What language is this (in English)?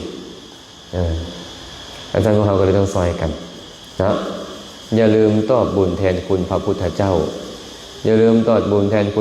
Lao